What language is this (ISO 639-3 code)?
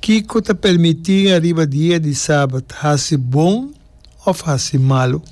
pap